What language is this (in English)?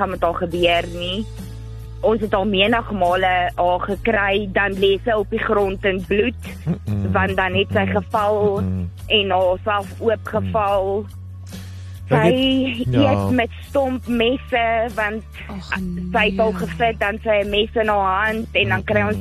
Afrikaans